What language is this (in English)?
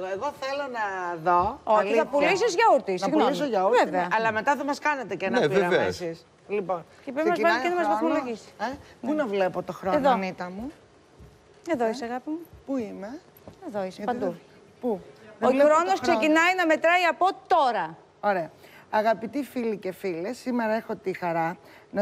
Greek